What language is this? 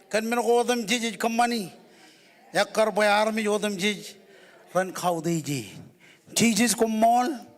Marshallese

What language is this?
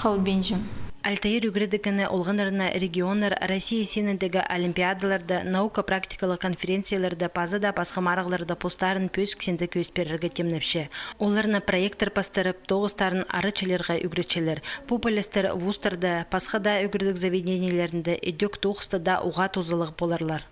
Khakas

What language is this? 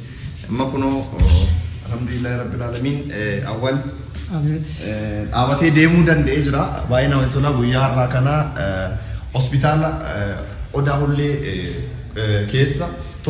Oromo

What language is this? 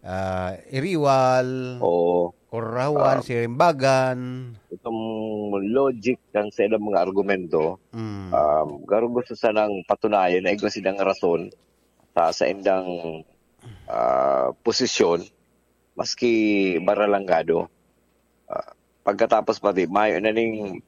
Bikol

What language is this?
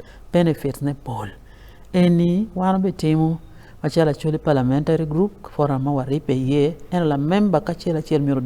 Acoli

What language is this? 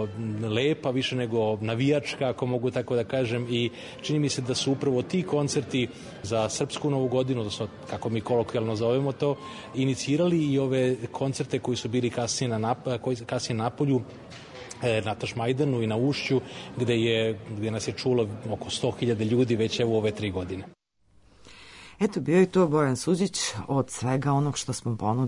Serbian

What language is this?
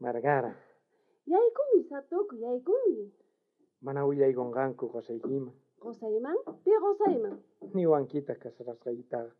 South Bolivian Quechua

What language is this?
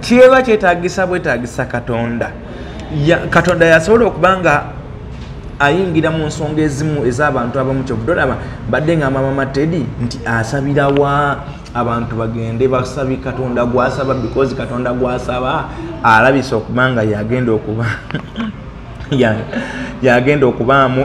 Ganda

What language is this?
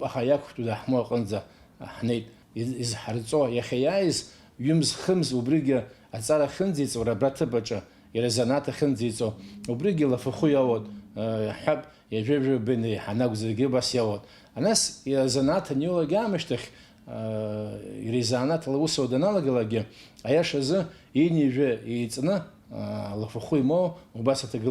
Abkhazian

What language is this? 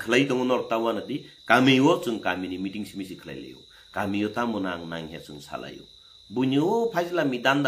Kok Borok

